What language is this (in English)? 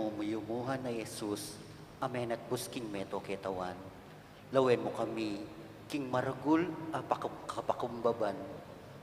Pampanga